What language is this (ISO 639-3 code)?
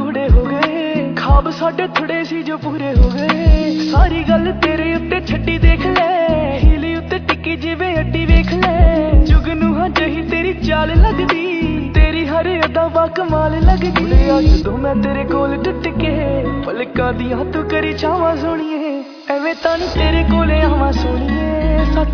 pan